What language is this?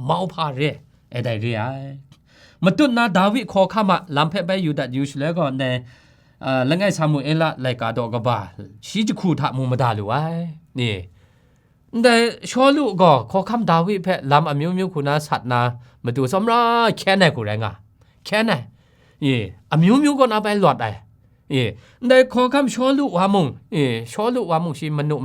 Kachin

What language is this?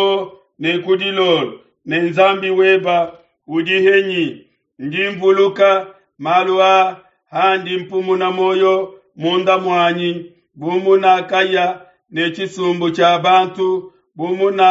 Luba-Lulua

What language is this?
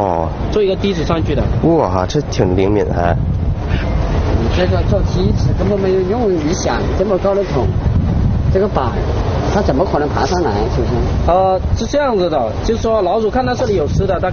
Chinese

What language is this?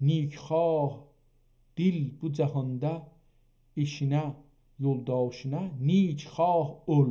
South Azerbaijani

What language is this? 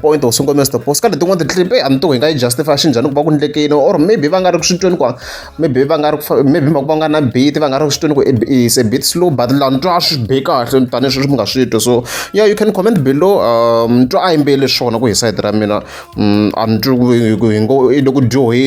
Tsonga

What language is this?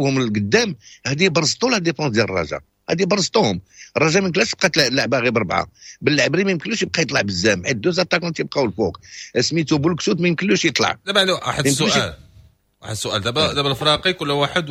Moroccan Arabic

